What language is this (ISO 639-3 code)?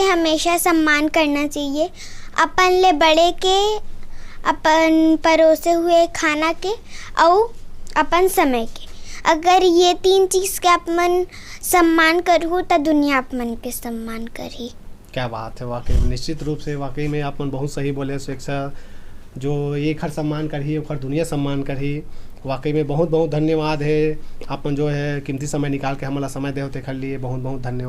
hne